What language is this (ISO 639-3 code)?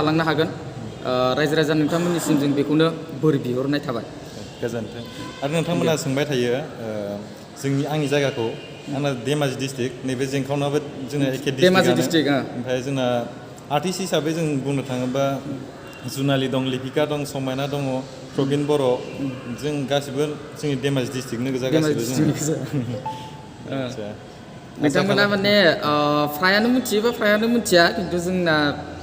brx